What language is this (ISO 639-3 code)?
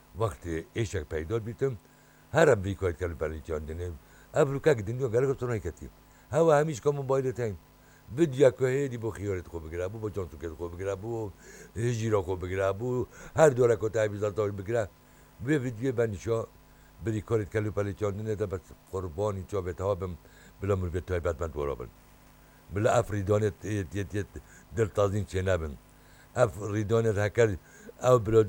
kur